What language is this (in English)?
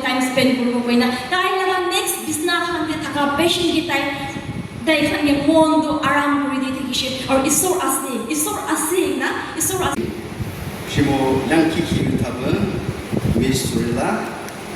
Yimchungru Naga